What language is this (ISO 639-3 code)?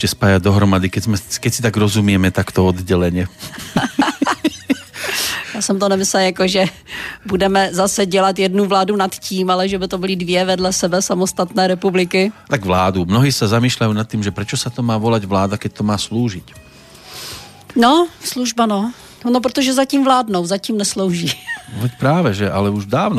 slk